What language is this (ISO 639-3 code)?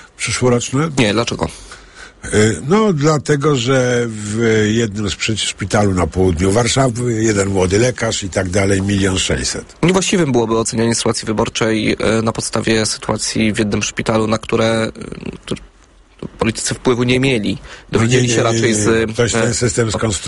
pol